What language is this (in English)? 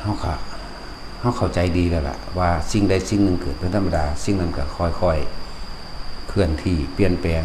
Lao